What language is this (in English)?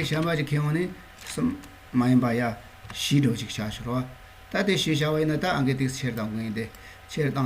Tibetan